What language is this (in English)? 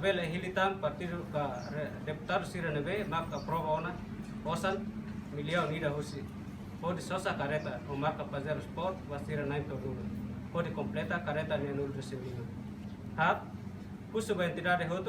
Tetum